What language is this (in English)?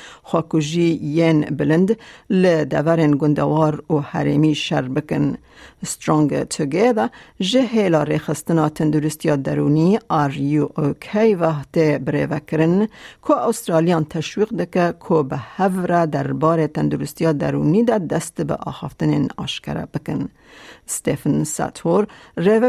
Kurdish